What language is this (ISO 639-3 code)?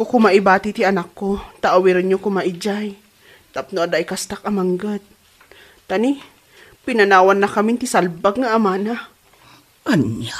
ilo